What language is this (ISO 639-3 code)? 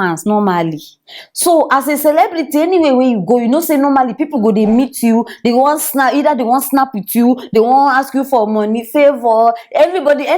pcm